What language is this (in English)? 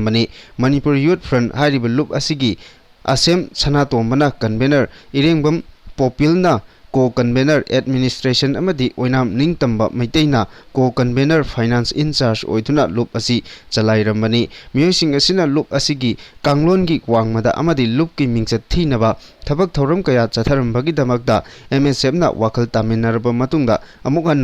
Manipuri